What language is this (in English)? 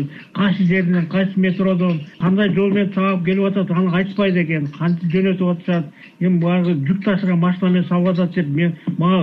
Kyrgyz